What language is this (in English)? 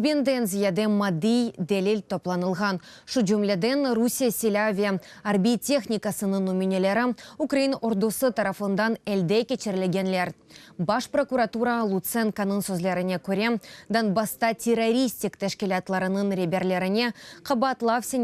Crimean Tatar